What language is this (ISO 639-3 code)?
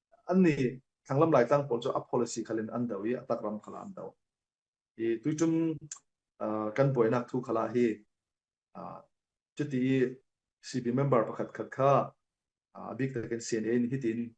cfm